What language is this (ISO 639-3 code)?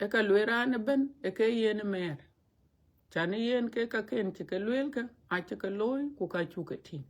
din